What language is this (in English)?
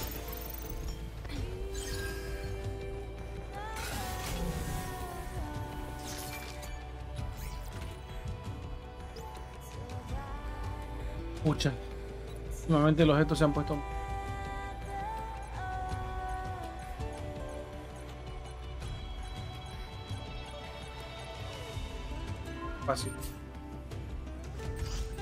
Spanish